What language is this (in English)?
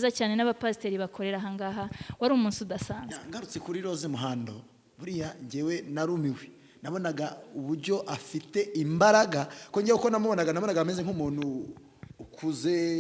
Kinyarwanda